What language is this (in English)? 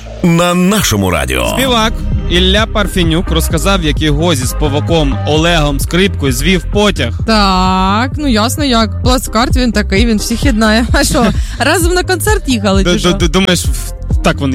Ukrainian